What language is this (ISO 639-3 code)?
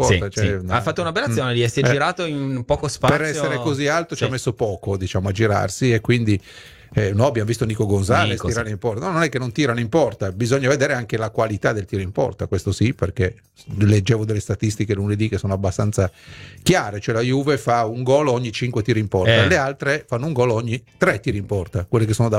ita